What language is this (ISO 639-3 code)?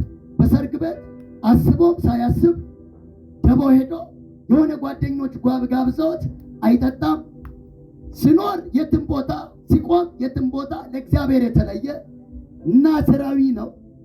amh